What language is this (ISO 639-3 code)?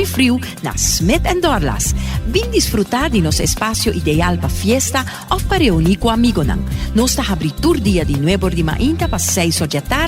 pap